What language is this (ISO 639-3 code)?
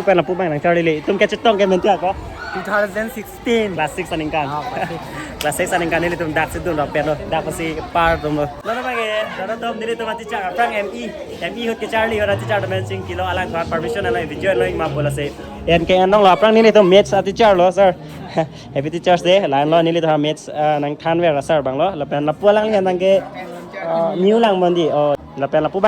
mjw